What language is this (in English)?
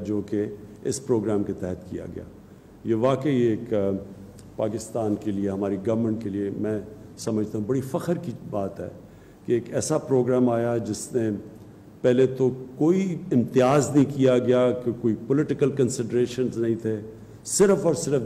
Urdu